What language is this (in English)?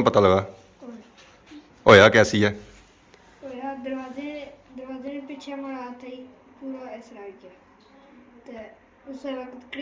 Pahari-Potwari